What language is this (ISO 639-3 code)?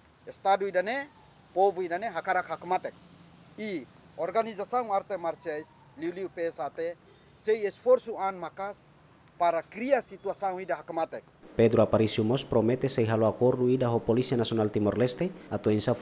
tet